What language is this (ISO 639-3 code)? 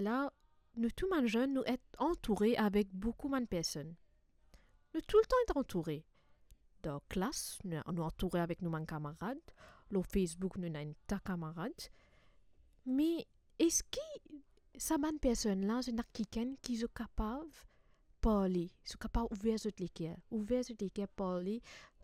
mfe